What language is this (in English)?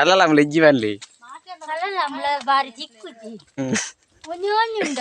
Tulu